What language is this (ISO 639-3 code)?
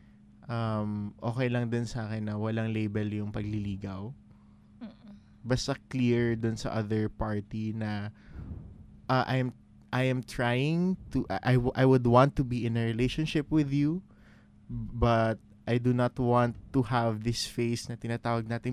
fil